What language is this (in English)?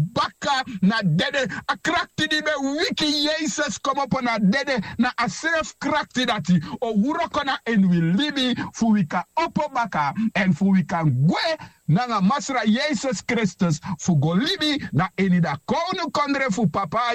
Sranan Tongo